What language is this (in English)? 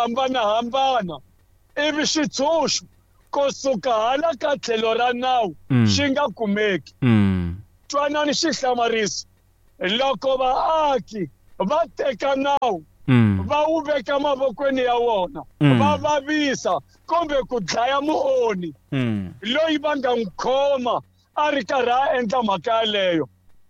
Tsonga